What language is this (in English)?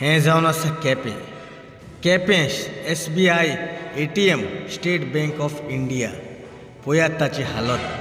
Konkani